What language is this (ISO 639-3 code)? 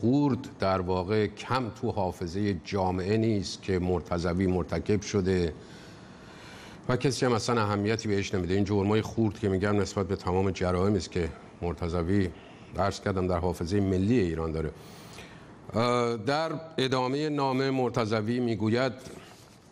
fas